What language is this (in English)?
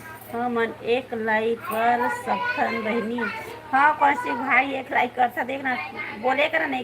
Chhattisgarhi